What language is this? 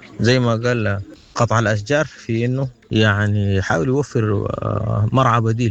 Sudanese Arabic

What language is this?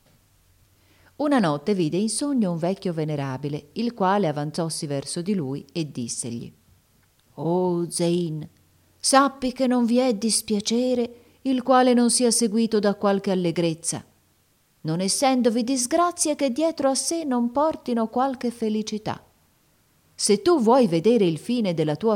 Italian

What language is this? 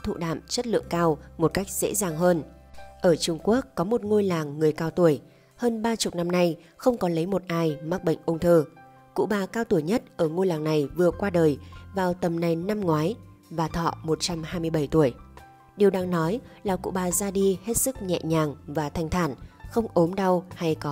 Vietnamese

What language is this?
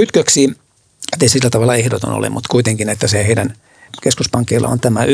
Finnish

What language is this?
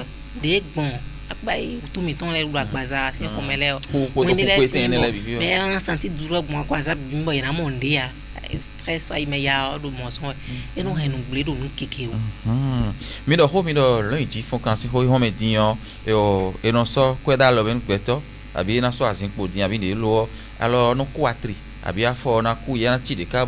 Fon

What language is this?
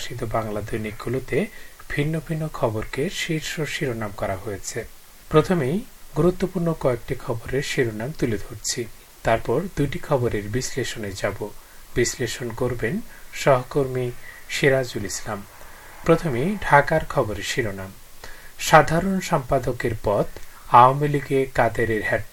Bangla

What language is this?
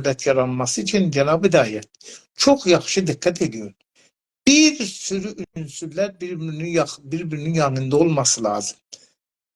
South Azerbaijani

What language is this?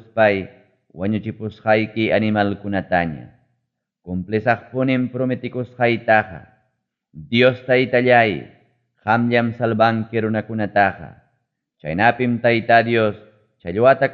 Ayacucho Quechua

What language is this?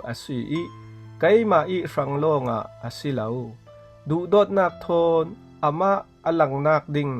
Falam Chin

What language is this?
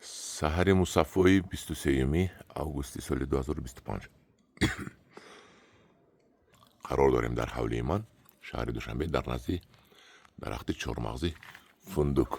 Tajik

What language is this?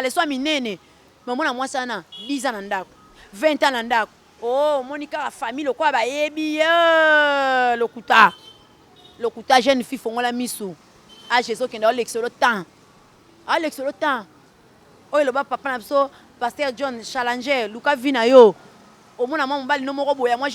Lingala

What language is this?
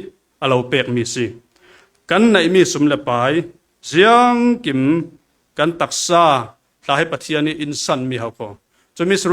Falam Chin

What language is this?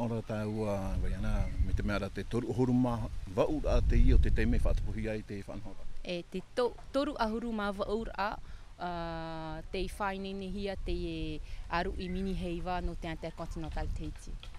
Tahitian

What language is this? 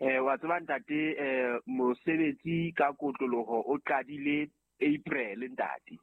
Southern Sotho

